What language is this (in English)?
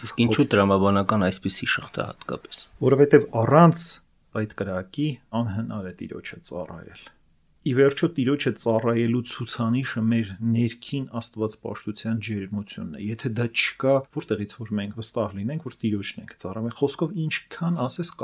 Armenian